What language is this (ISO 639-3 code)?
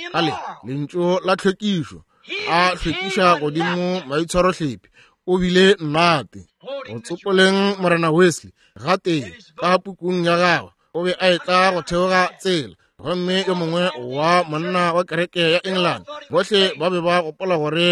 nso